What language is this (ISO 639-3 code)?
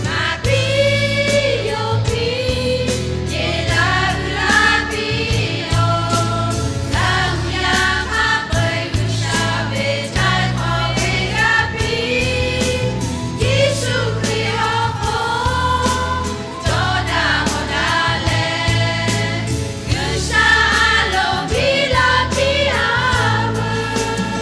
lhu